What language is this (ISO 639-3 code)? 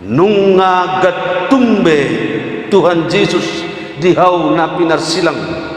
bbc